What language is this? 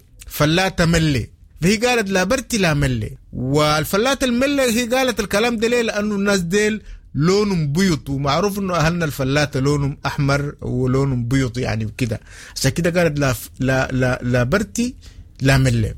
Sudanese Arabic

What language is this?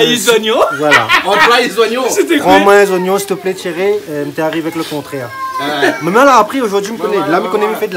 Réunion Creole French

